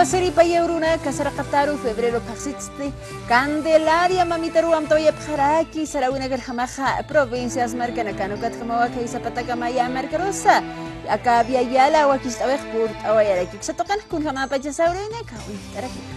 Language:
Aymara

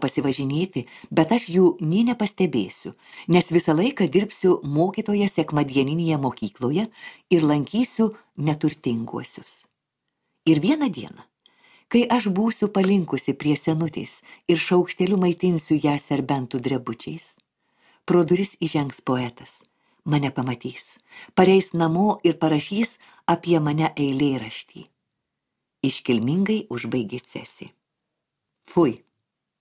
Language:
Lithuanian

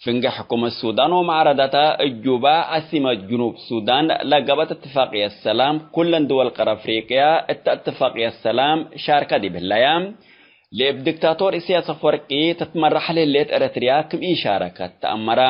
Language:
Tigre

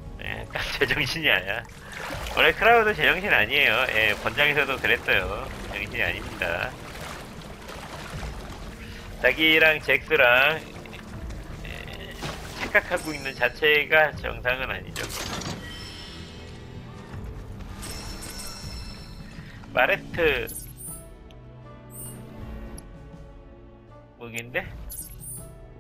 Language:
Korean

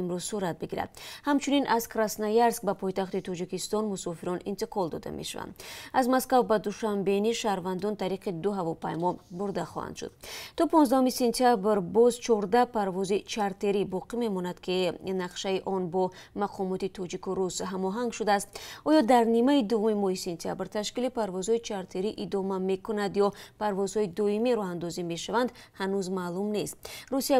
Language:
Tajik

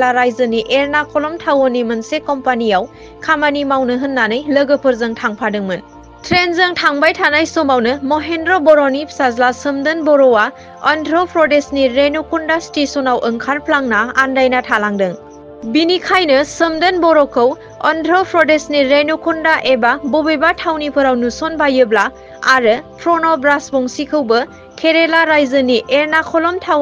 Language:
Bodo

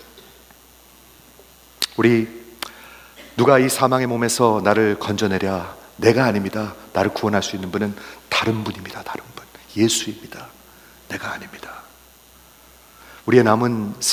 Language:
Korean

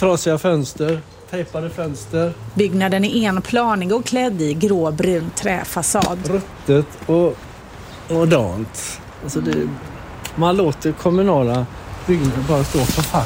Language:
Swedish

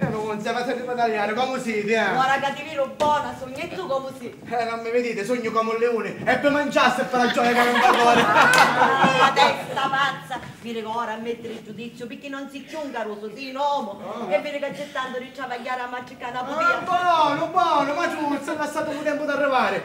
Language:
Sicilian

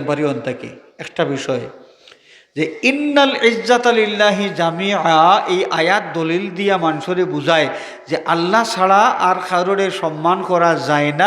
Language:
Sylheti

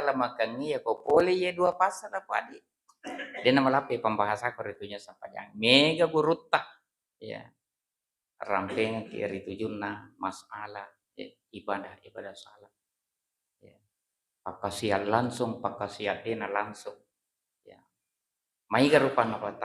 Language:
Buginese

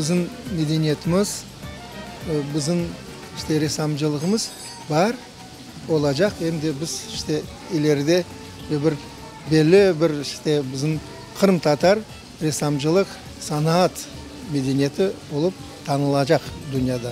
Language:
Crimean Tatar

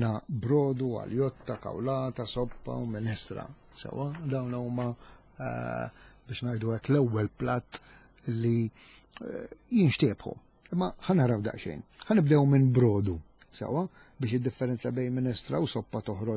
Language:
Maltese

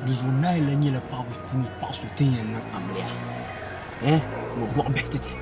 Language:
Dagbani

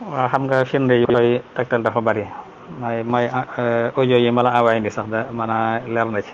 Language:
Wolof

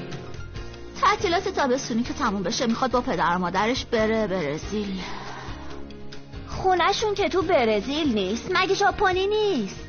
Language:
Persian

